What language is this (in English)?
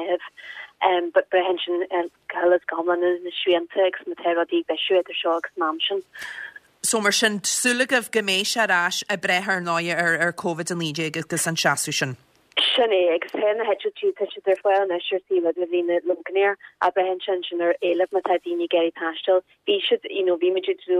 Irish